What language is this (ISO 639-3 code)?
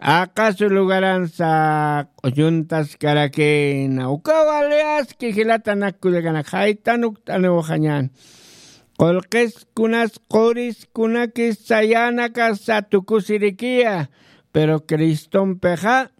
aym